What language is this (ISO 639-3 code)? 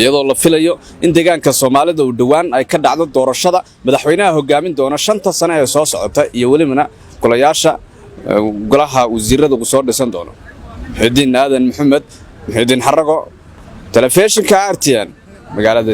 som